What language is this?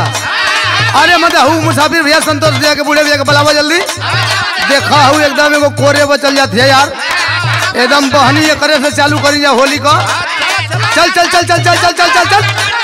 Bhojpuri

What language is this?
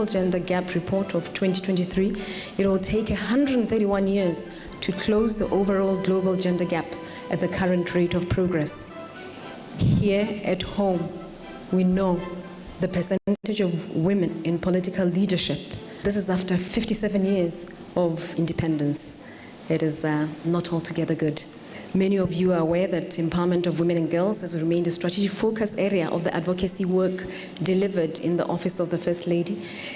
Tswana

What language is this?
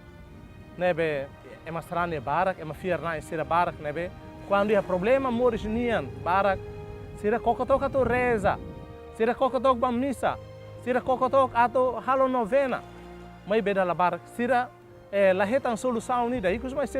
Tetum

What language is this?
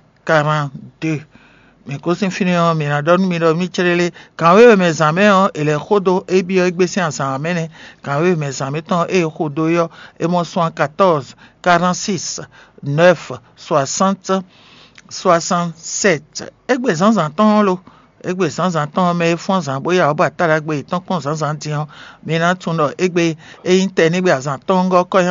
Fon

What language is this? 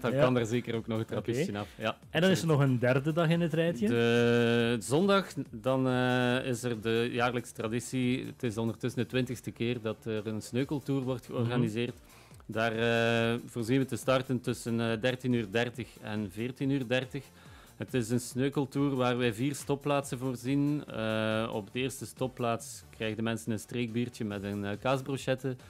Dutch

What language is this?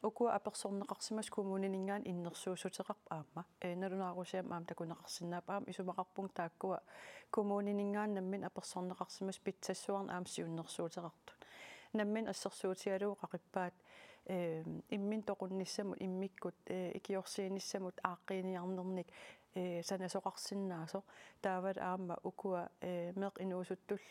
Kalaallisut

